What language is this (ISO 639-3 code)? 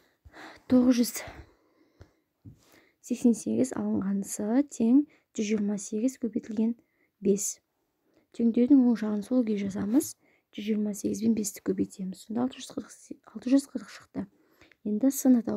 kaz